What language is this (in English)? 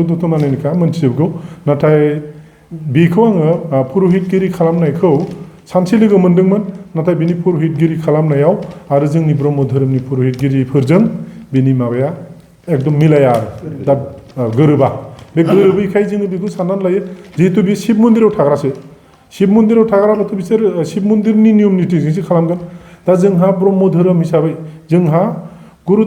Bodo